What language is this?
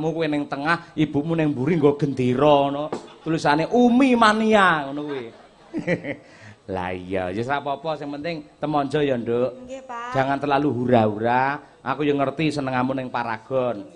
Javanese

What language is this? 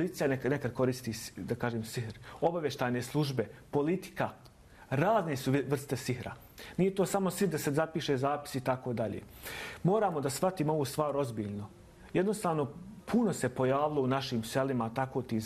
Bosnian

